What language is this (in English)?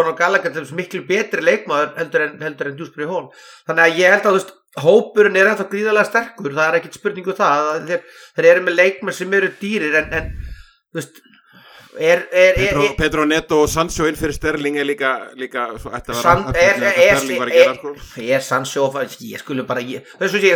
Icelandic